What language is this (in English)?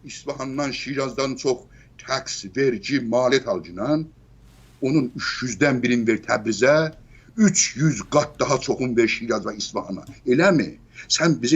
South Azerbaijani